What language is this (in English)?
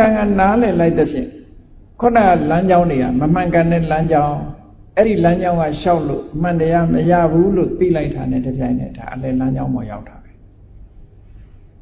Burmese